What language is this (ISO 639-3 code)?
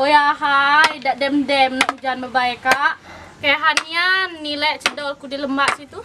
mui